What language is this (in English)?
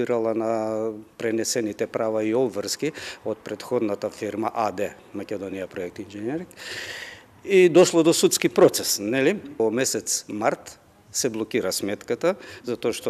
Macedonian